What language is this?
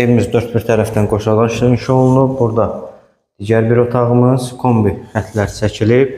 Azerbaijani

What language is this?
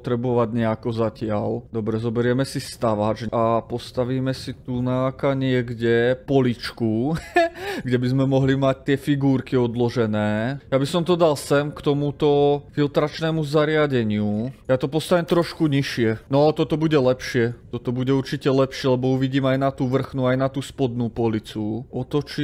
Slovak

